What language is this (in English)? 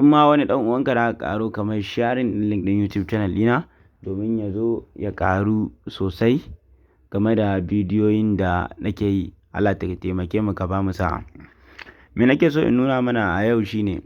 Hausa